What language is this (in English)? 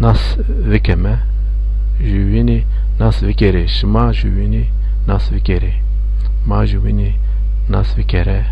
Zaza